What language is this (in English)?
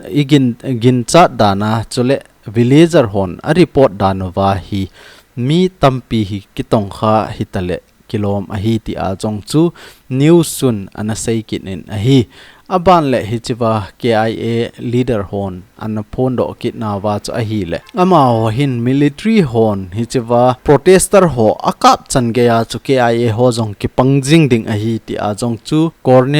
Thado Chin